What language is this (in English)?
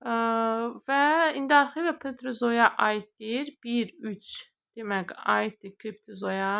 Azerbaijani